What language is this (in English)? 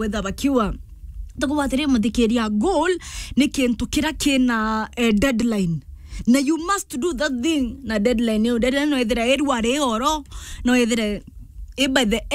Meru